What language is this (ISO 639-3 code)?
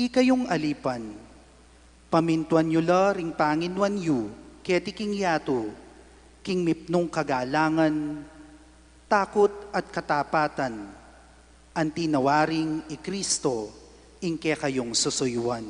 pam